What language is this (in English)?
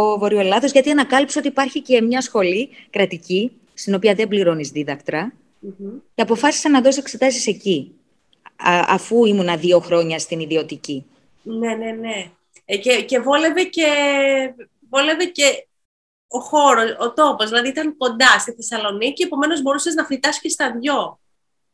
Greek